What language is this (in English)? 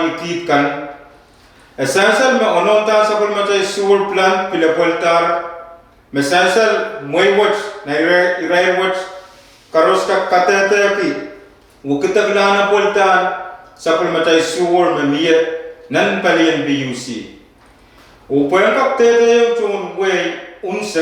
Pohnpeian